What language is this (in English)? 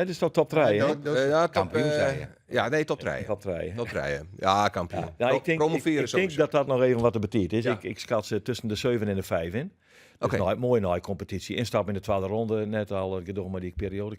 Western Frisian